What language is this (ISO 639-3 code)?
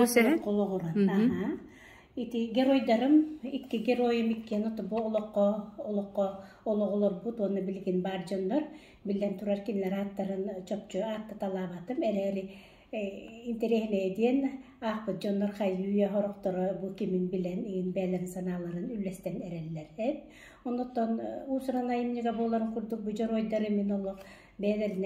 sah